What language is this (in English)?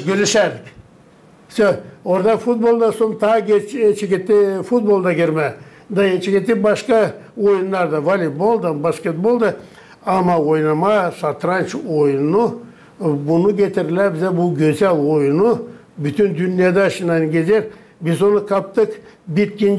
Gagauz